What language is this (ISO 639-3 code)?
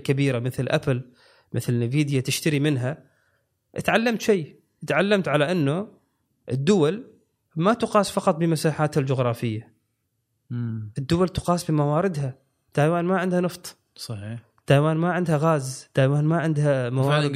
afb